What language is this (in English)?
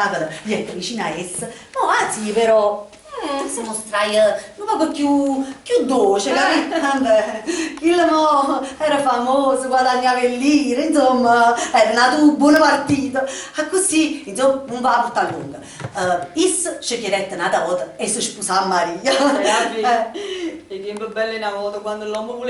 Neapolitan